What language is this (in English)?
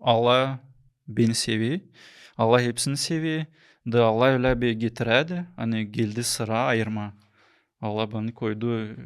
Gagauz